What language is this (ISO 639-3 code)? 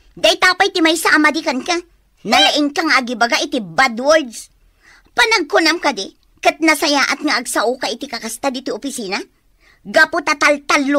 ilo